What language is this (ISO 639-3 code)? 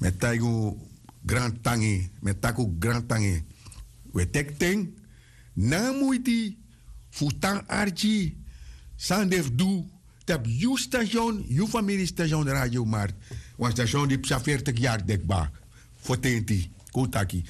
srn